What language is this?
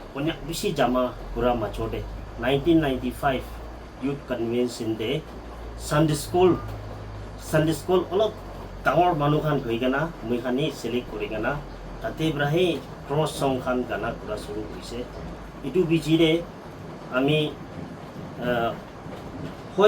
Naga Pidgin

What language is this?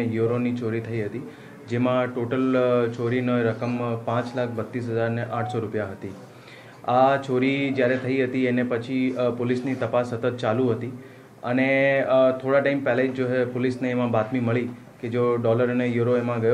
Gujarati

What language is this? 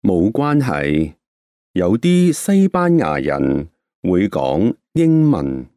Cantonese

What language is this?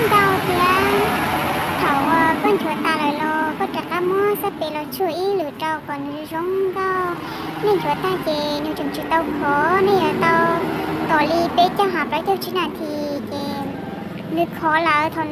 Hmong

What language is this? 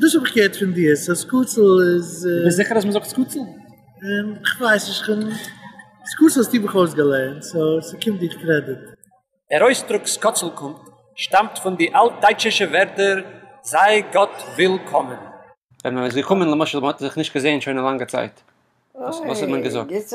Yiddish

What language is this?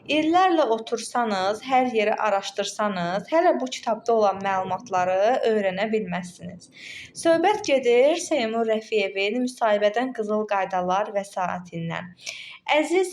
Azerbaijani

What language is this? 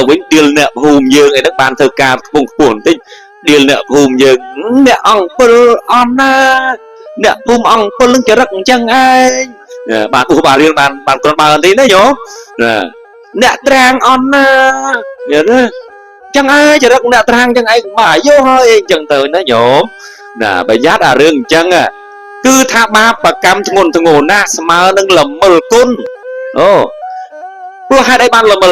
Khmer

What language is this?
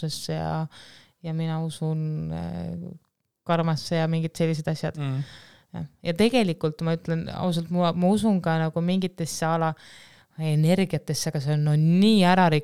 Estonian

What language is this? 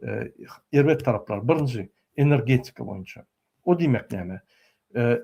Turkmen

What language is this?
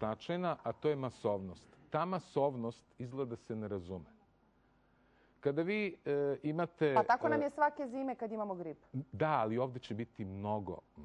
Serbian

